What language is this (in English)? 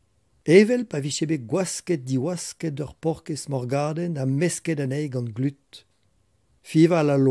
Breton